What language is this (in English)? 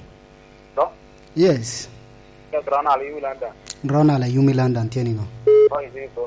Lango (Uganda)